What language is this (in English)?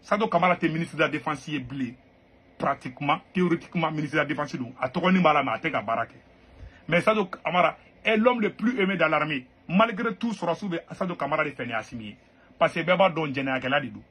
Bambara